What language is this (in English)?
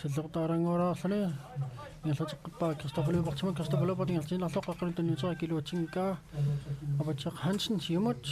Kalaallisut